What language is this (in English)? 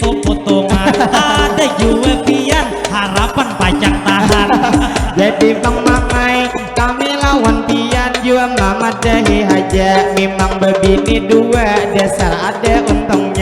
Banjar